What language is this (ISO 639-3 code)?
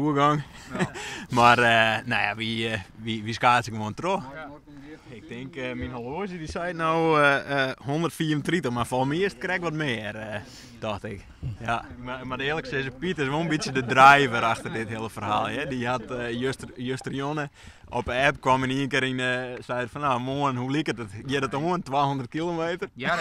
fry